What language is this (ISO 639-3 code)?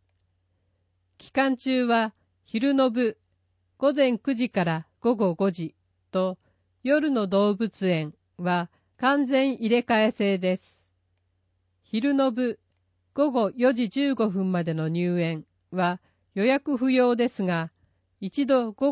jpn